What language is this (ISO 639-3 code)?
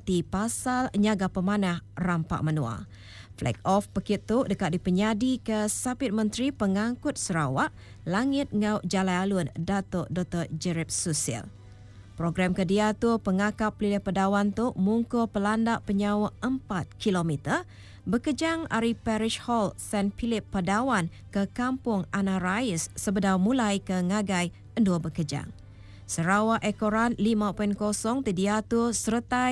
iba